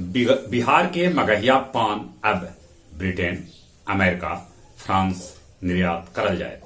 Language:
Magahi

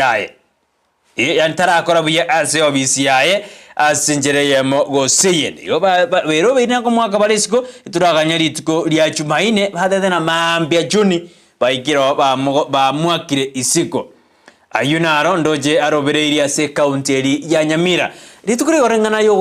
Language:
Gusii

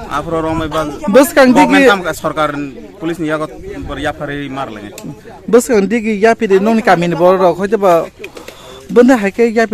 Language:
Kok Borok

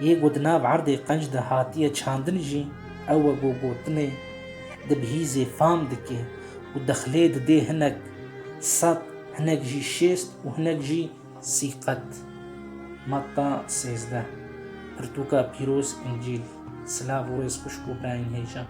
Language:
Kurdish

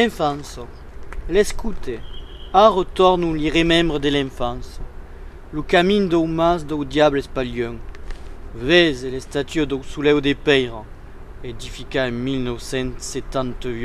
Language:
Occitan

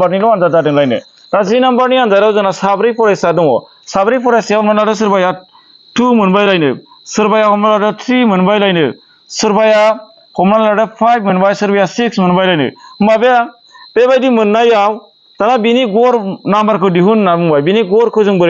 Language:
Bodo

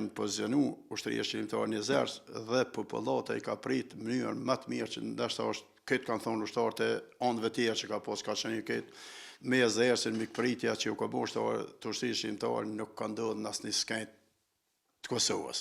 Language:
Albanian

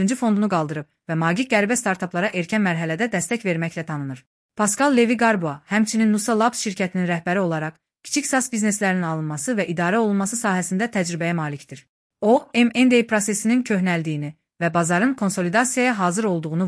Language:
Azerbaijani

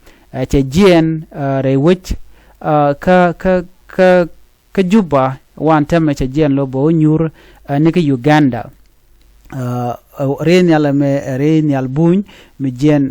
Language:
Nuer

